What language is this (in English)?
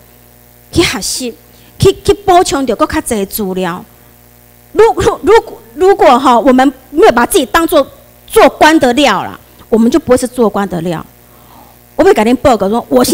Chinese